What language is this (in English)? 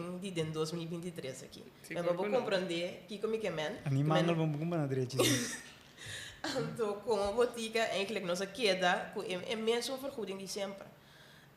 Papiamento